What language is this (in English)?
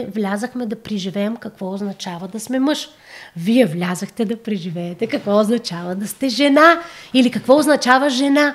Bulgarian